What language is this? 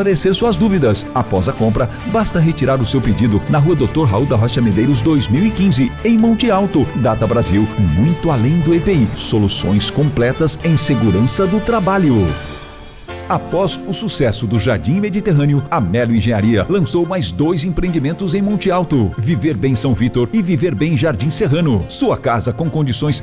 Portuguese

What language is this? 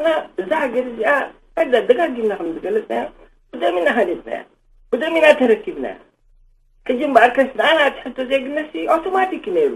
Tigrinya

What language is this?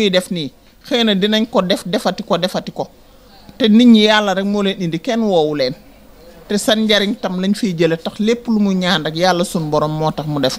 Wolof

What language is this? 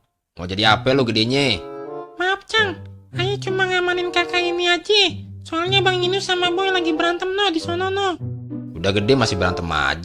Betawi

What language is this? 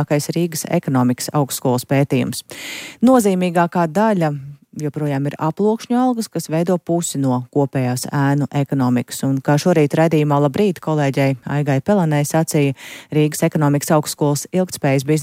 Latvian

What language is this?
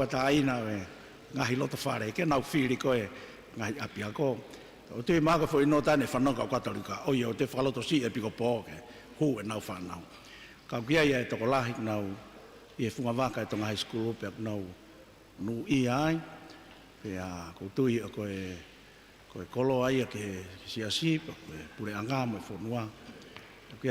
Tongan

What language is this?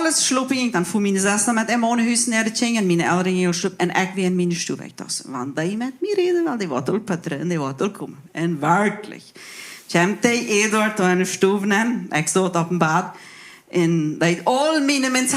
Plautdietsch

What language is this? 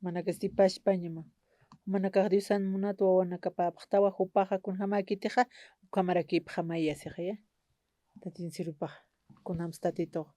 Aymara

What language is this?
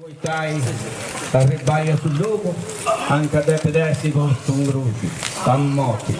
Sardinian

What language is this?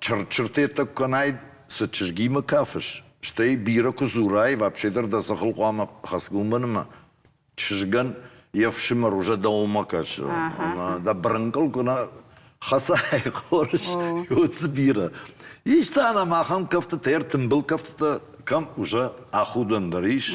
Ossetic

